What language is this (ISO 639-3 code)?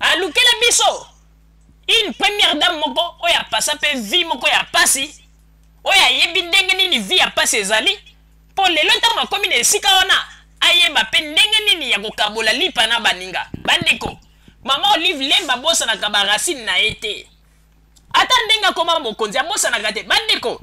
lin